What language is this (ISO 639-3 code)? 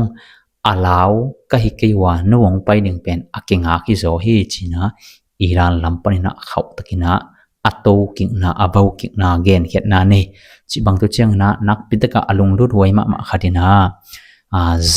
ctd